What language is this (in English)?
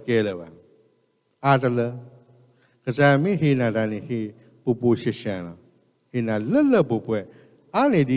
S'gaw Karen